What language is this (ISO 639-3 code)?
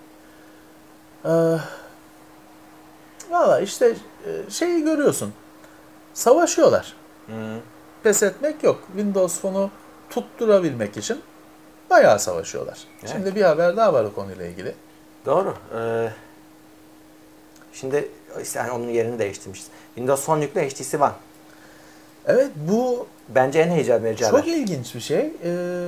tur